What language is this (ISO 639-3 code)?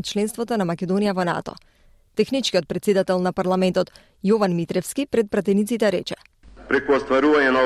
mkd